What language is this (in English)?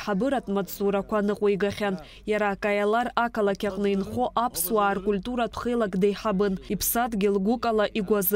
Abkhazian